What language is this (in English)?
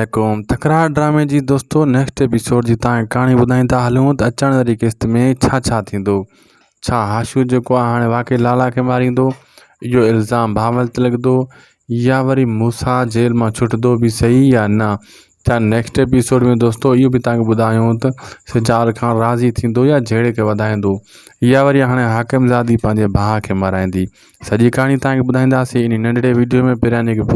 Sindhi